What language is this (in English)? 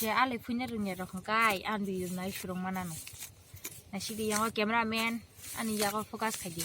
Kok Borok